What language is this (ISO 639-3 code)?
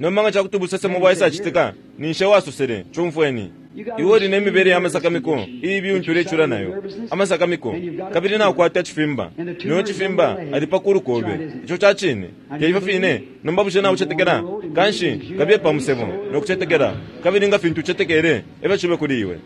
bem